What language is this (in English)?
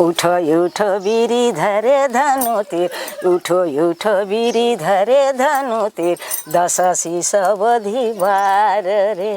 Sadri